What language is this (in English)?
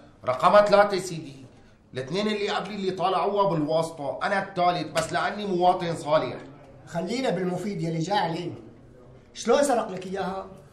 North Levantine Arabic